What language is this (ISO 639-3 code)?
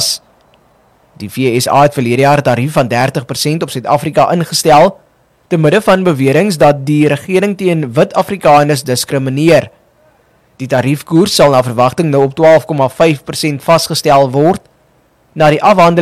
afr